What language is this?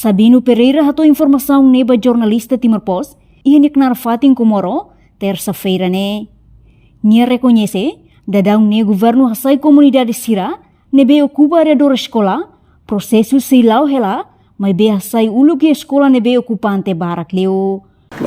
Tetum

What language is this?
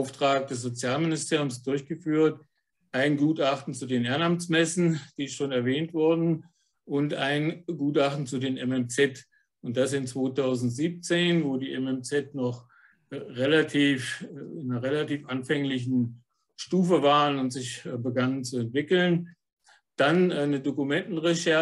German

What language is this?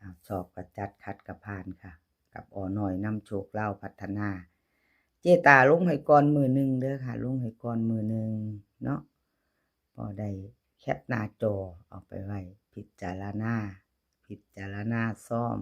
Northeastern Thai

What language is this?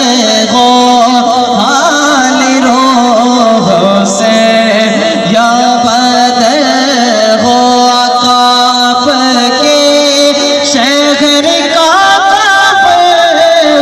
Saraiki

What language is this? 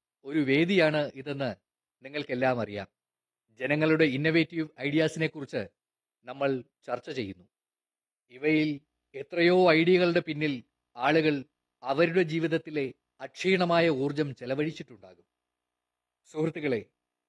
Malayalam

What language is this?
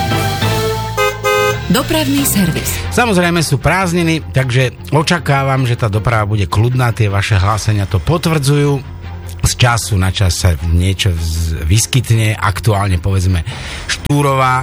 Slovak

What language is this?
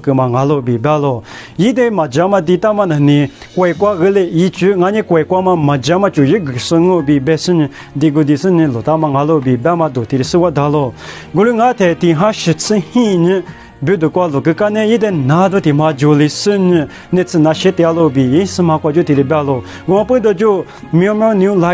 Lisu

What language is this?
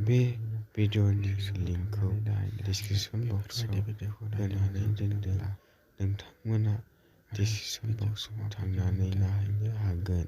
Bodo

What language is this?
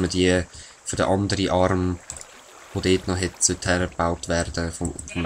Swiss German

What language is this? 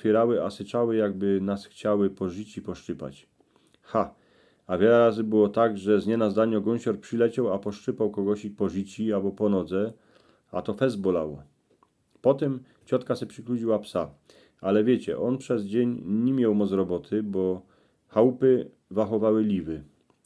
Silesian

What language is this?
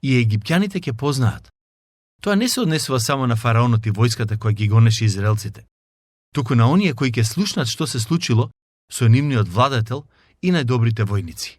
Macedonian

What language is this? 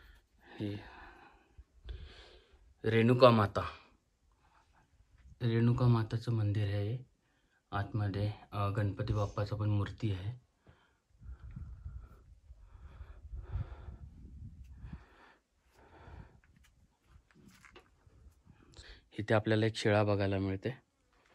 Marathi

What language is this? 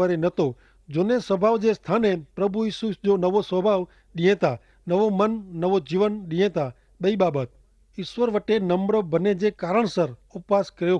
Kachhi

